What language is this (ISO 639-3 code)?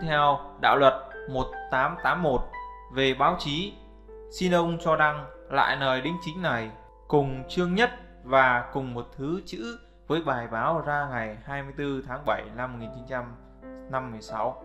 vie